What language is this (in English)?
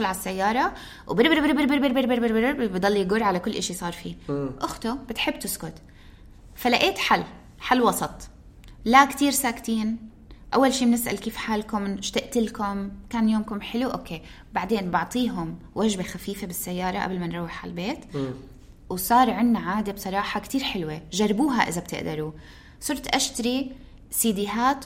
North Levantine Arabic